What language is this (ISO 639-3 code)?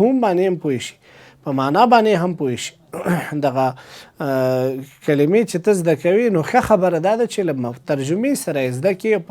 pus